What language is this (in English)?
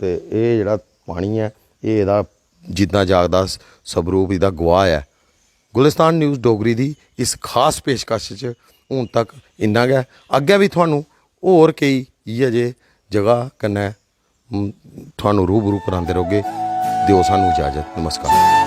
Dogri